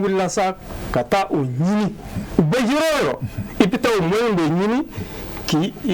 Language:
Bambara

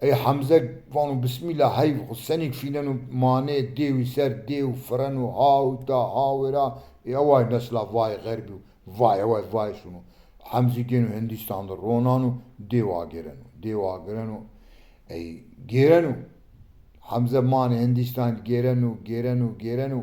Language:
Zaza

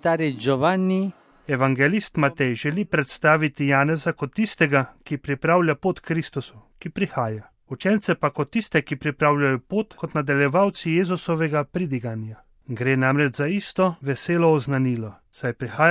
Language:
Slovenian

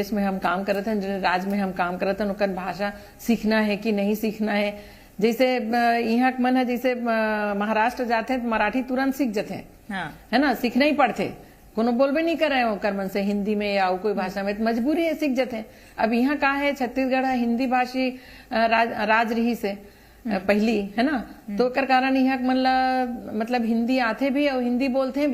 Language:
Chhattisgarhi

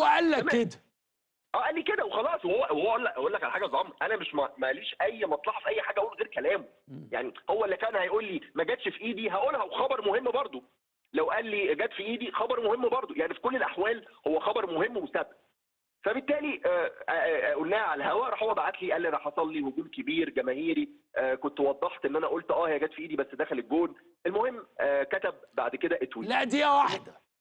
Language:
Egyptian Arabic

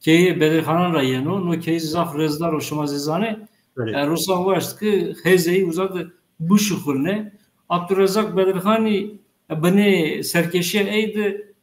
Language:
Zaza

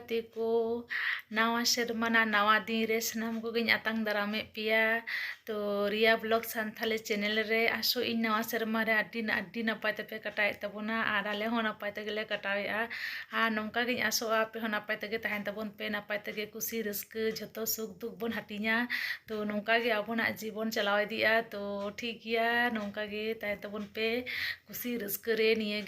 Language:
Santali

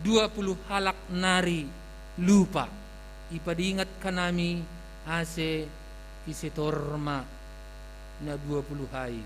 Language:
Batak Simalungun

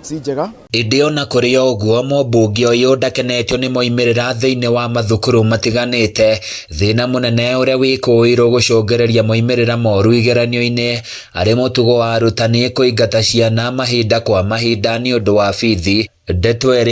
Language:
Kikuyu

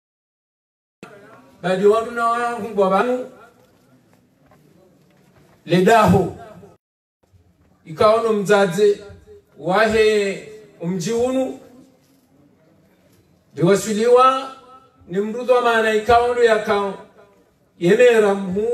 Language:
Arabic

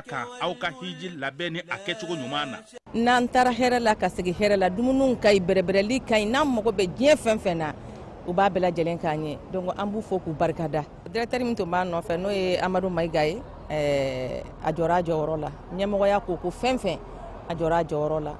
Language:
Bambara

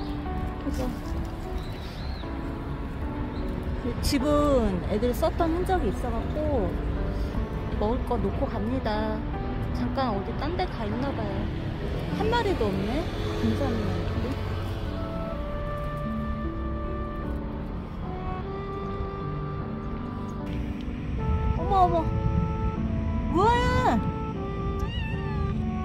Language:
Korean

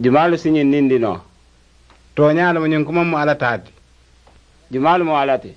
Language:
Mandingo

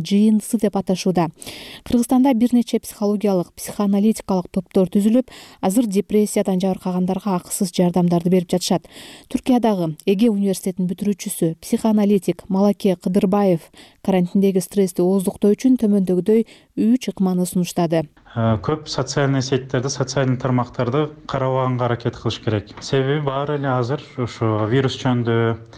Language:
Kyrgyz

